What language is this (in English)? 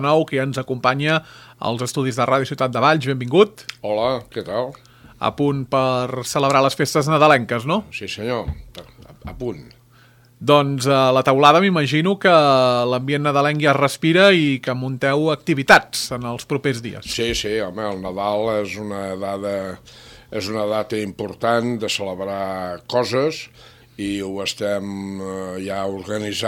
Catalan